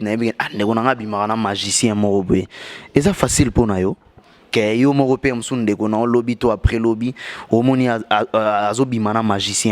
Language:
Lingala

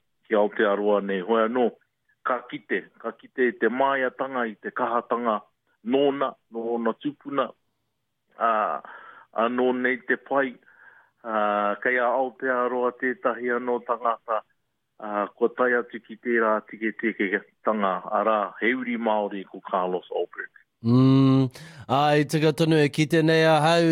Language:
Māori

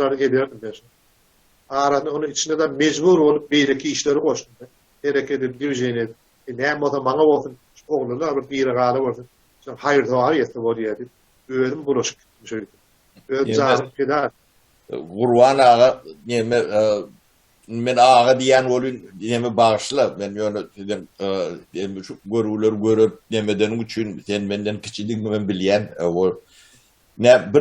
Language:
Turkmen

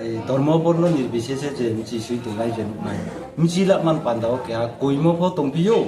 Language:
Riang (India)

